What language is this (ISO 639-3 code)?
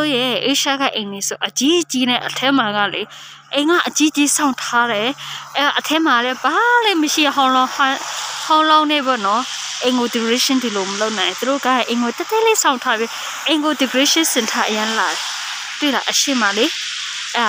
mya